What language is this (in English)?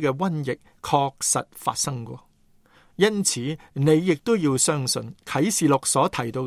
Cantonese